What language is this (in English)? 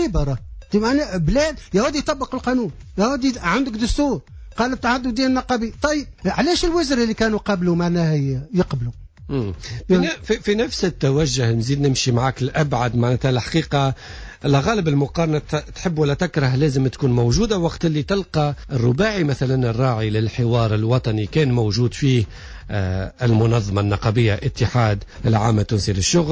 Tunisian Arabic